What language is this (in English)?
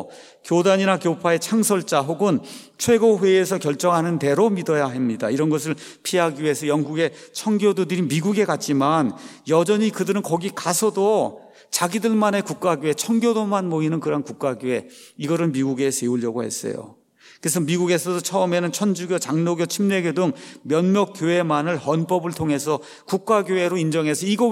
Korean